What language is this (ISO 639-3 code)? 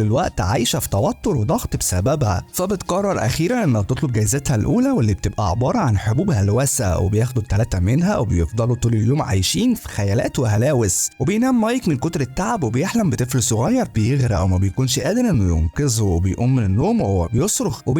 arz